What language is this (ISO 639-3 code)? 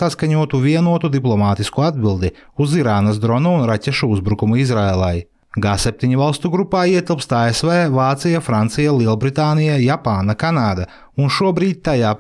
lav